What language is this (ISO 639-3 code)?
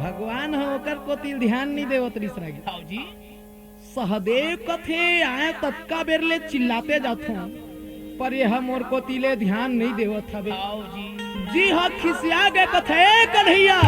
hne